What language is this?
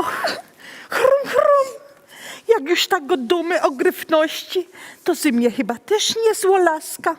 Silesian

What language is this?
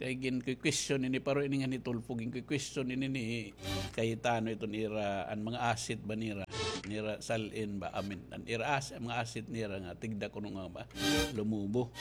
Waray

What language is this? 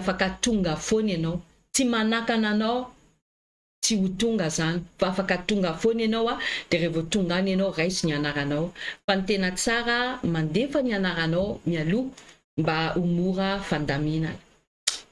Malagasy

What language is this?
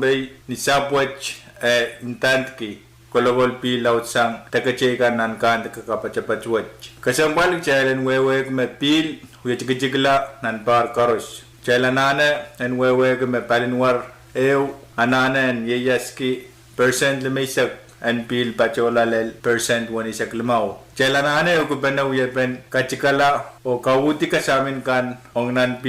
Pohnpeian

